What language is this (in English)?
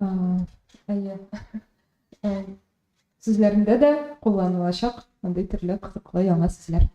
Tatar